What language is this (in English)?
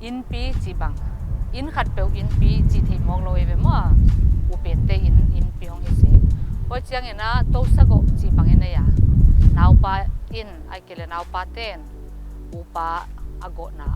Paite Chin